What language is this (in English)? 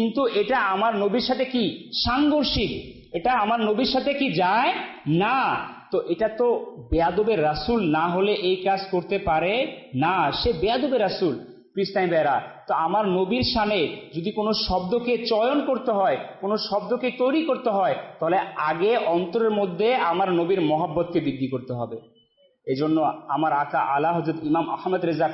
Bangla